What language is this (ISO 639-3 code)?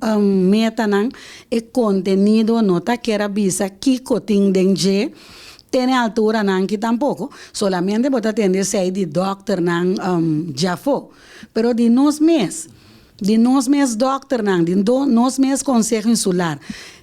pap